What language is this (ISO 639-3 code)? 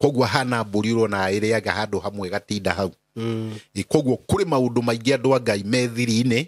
kik